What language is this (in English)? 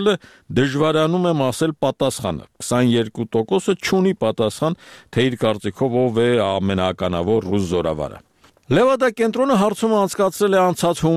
Armenian